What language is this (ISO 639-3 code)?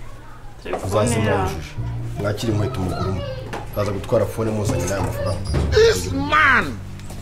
kin